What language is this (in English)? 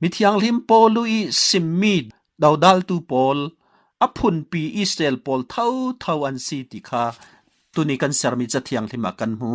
Falam Chin